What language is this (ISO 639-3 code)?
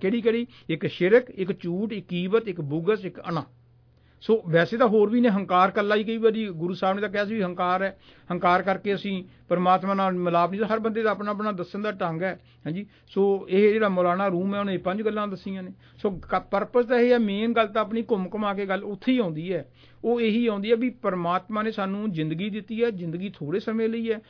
pan